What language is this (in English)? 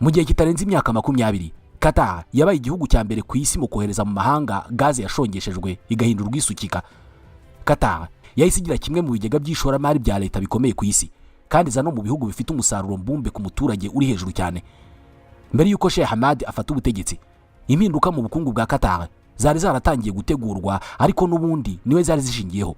Kinyarwanda